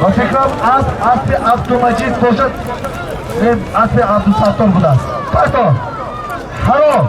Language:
Tajik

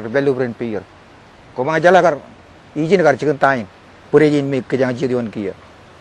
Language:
Marshallese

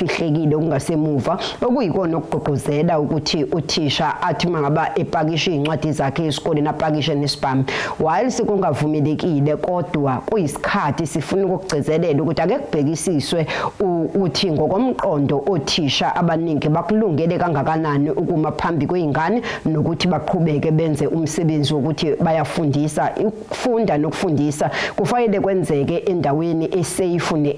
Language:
Zulu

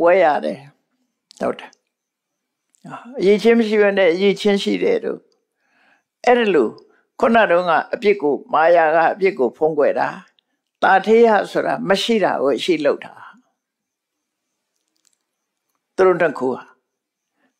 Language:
Burmese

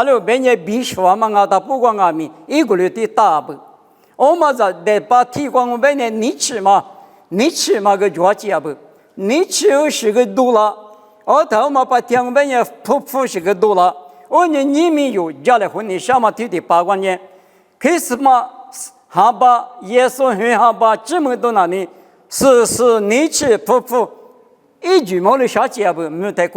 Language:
Lisu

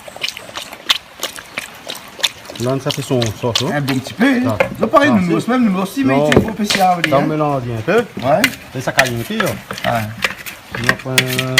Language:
Réunion Creole French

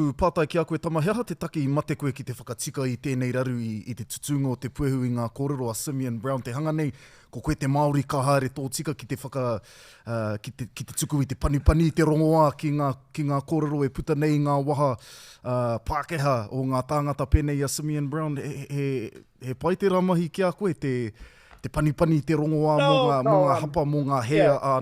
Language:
Māori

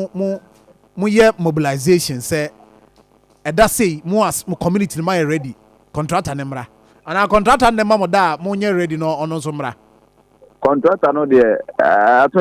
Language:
Akan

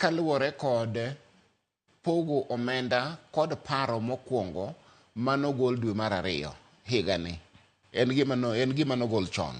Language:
Luo (Kenya and Tanzania)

